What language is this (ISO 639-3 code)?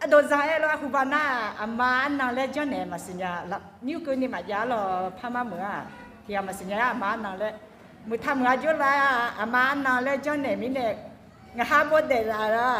ahk